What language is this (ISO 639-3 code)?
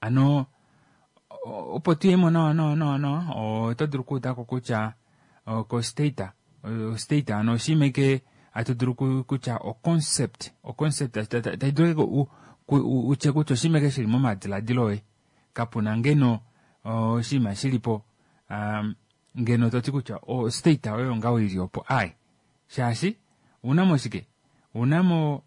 kua